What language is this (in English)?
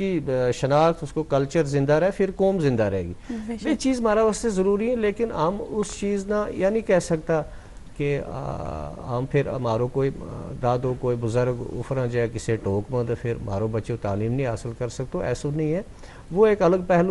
Gujari